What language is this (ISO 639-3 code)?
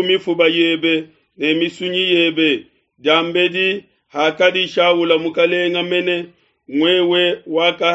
lua